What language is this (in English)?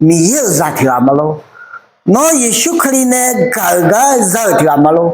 Akha